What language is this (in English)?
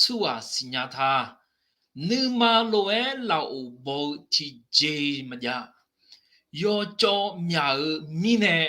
Akha